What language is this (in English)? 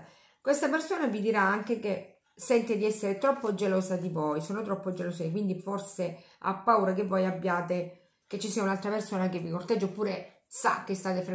Italian